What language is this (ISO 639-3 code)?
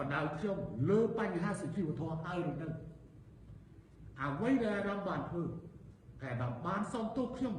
khm